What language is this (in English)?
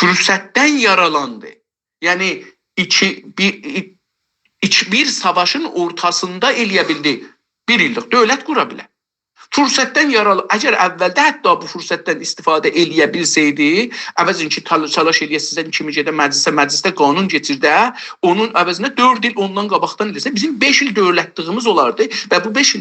South Azerbaijani